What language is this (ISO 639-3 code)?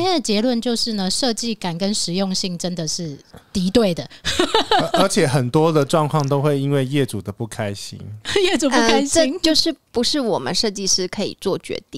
zho